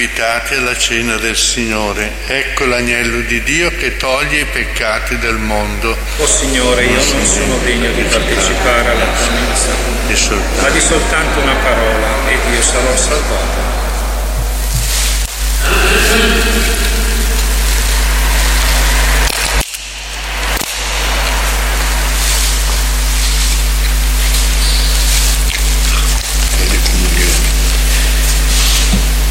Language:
Italian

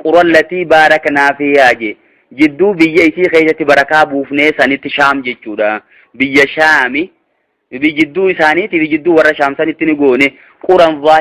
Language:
Oromo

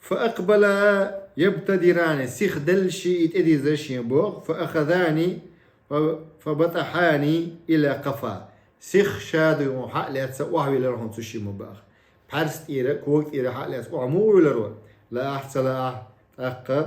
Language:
Chechen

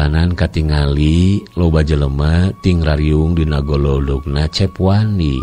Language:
Sundanese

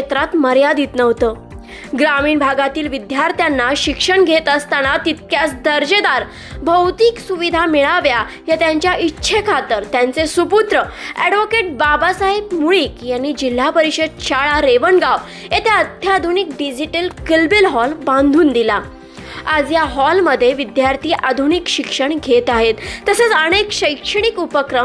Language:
Marathi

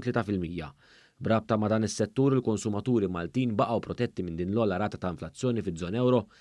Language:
Maltese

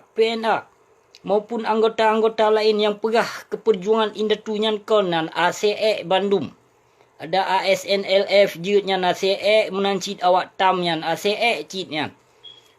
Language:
Achinese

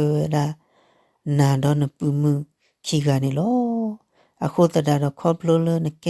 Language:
S'gaw Karen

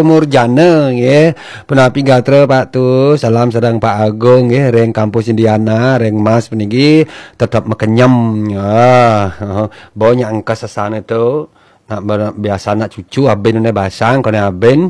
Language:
Balinese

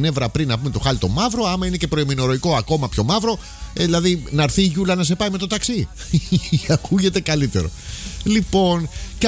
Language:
Greek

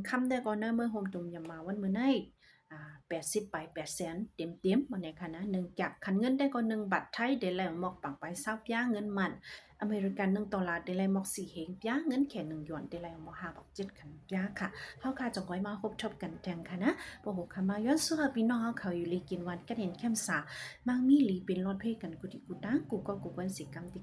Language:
Shan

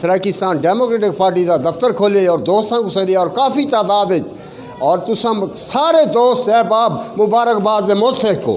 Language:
Saraiki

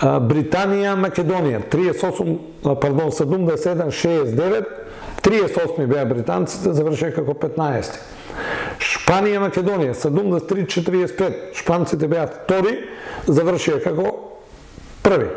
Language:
Macedonian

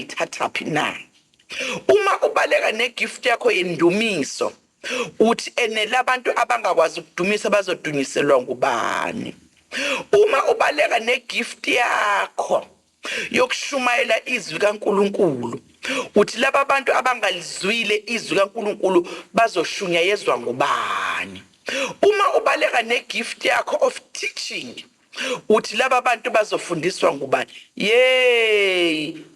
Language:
Zulu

